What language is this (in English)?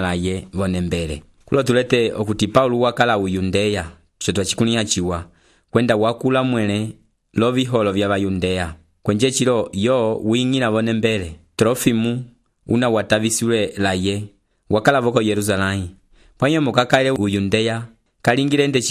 Umbundu